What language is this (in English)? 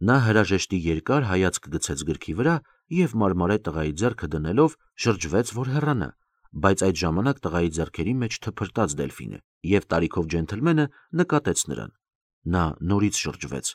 Armenian